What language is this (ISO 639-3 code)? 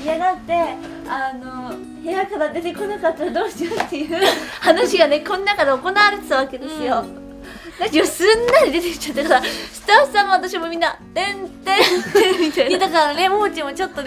jpn